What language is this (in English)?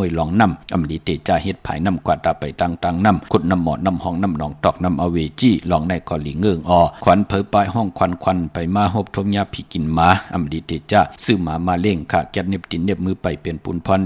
Shan